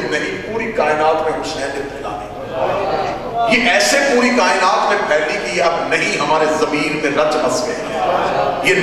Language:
Urdu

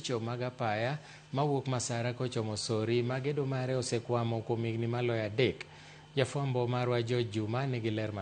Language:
Luo (Kenya and Tanzania)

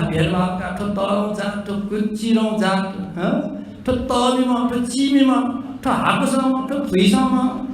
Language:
Newari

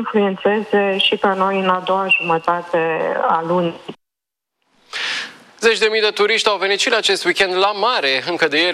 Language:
Romanian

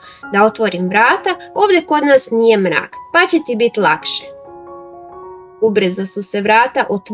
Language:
Croatian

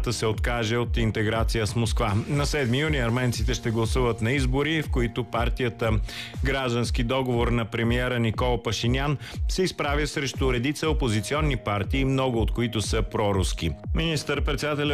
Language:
Bulgarian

